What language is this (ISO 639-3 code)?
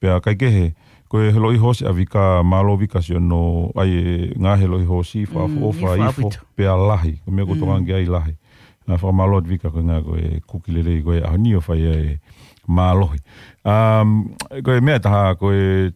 ton